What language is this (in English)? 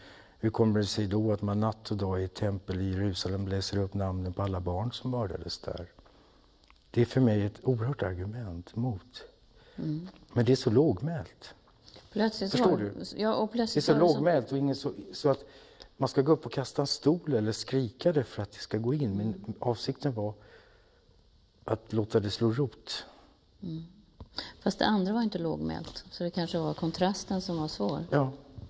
Swedish